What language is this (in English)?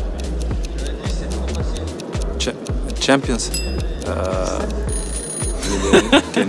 Dutch